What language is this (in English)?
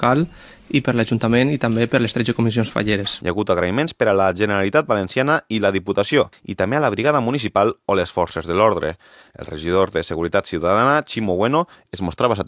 Catalan